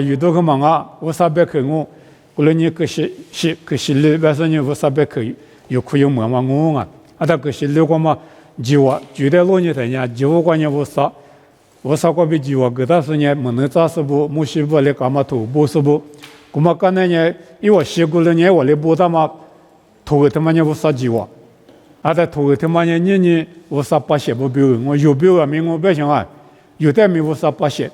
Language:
Lisu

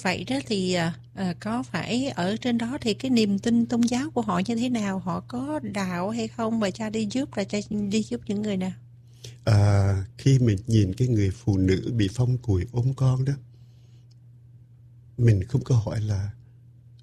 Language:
Vietnamese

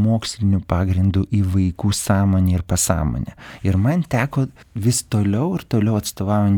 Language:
Lithuanian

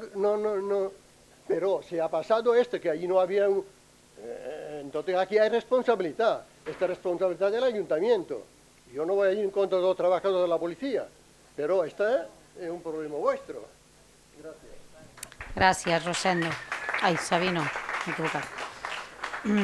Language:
Catalan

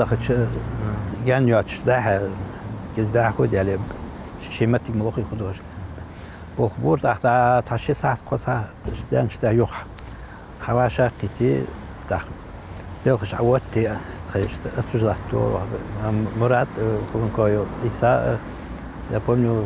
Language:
Ingush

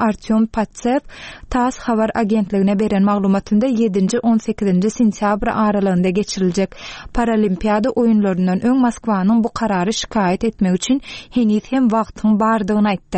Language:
Turkmen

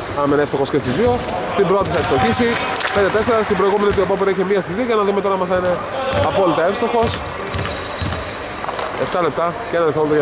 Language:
Greek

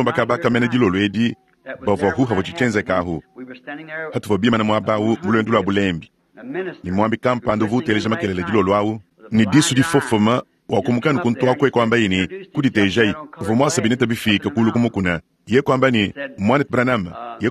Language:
Luba-Lulua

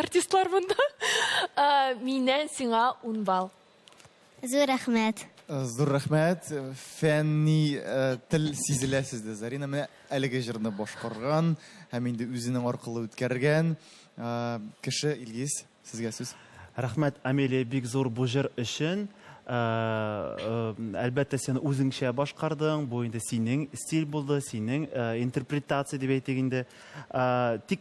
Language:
Tatar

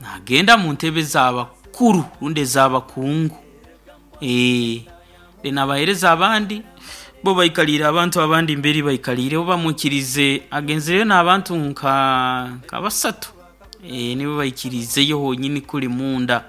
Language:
Nyoro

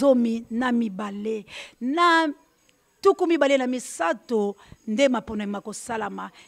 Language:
Lingala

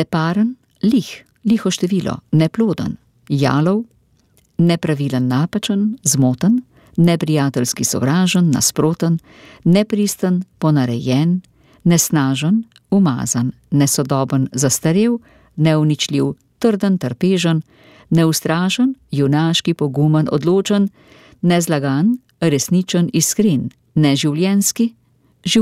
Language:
Slovenian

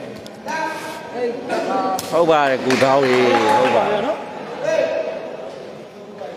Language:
Burmese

